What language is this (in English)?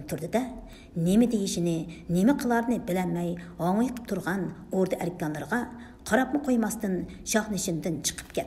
Uyghur